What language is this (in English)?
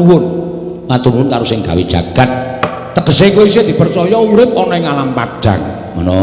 Javanese